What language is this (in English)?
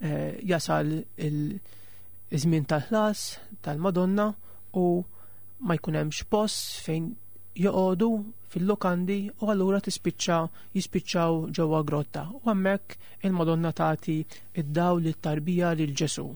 Maltese